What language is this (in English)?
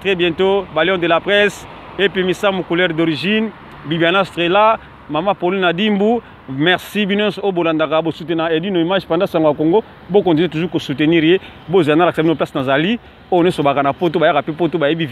Lingala